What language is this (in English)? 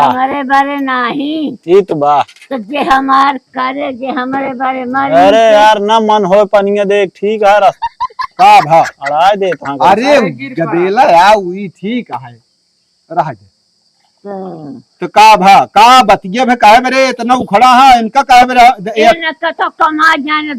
Awadhi